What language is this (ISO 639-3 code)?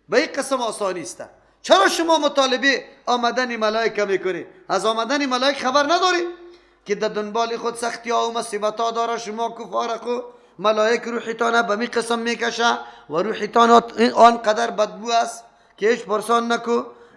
fas